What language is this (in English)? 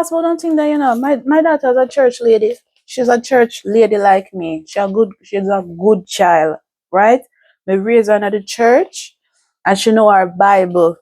Jamaican Creole English